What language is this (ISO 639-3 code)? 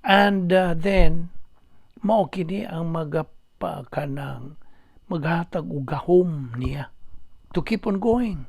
ceb